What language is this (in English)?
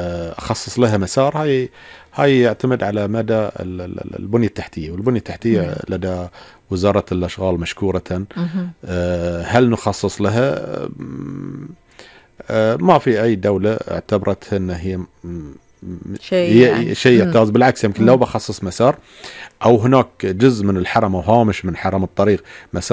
Gulf Arabic